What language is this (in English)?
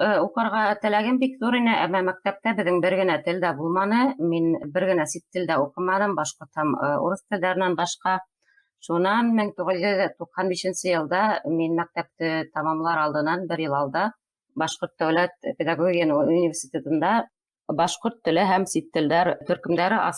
Bashkir